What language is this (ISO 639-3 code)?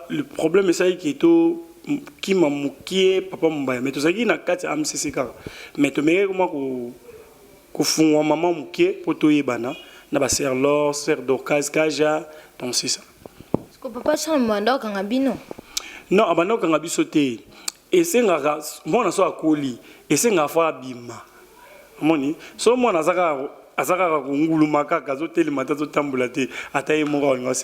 lin